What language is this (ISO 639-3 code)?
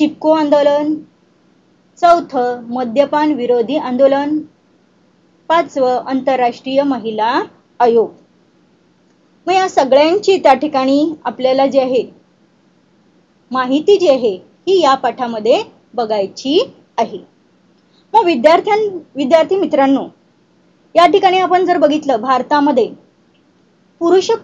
mar